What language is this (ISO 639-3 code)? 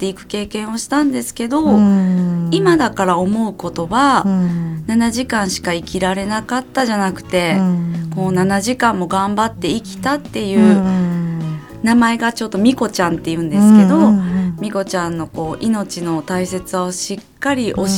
jpn